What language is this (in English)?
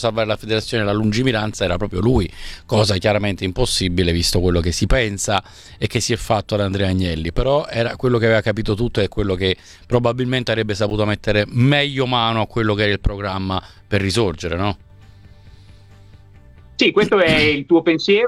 Italian